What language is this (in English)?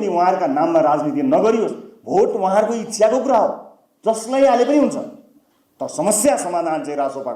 Nepali